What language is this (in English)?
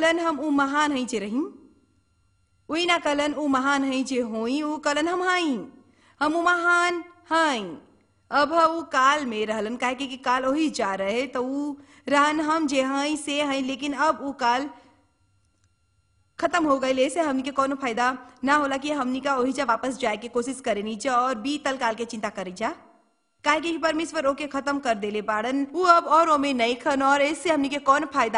Bhojpuri